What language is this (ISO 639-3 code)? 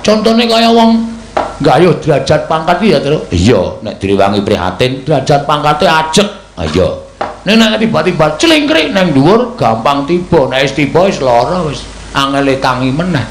jav